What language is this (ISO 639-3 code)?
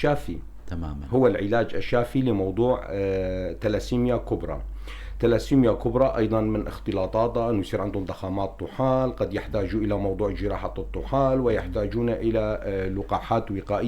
apc